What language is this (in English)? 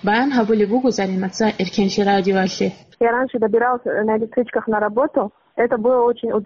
Avaric